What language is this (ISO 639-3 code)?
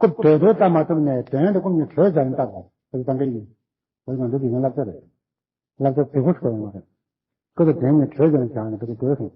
bod